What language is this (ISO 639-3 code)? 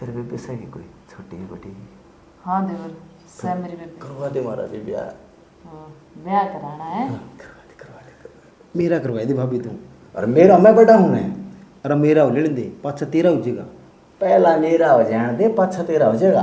bgc